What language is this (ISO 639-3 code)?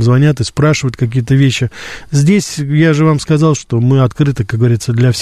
rus